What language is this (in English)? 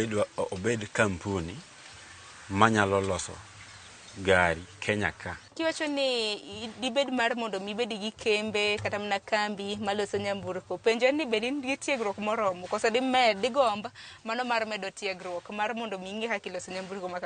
Luo (Kenya and Tanzania)